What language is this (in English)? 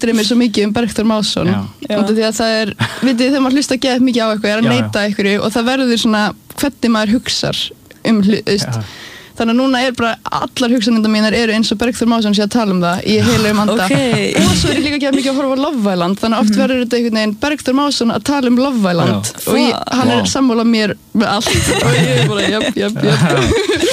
Icelandic